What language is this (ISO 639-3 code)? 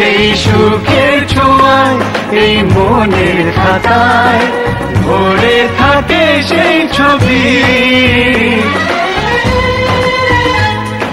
ben